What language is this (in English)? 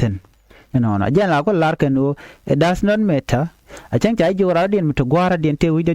Nuer